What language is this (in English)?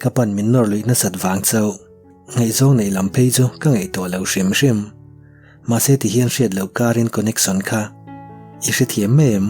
Mizo